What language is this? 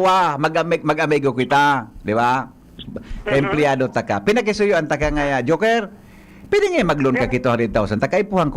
Bikol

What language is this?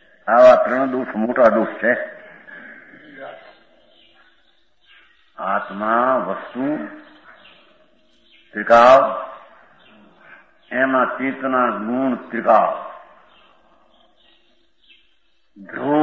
Gujarati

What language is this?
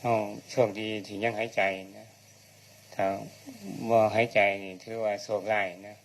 Northeastern Thai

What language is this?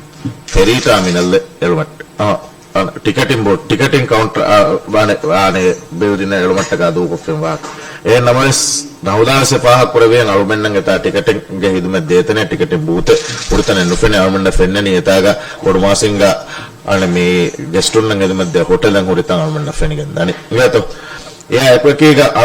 Divehi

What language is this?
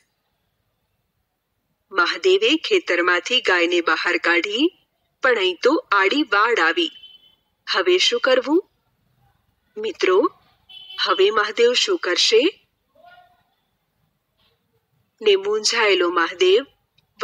Gujarati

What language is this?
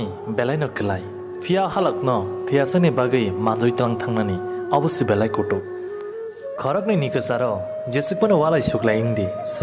Kok Borok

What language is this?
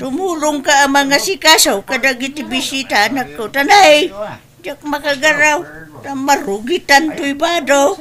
Iloko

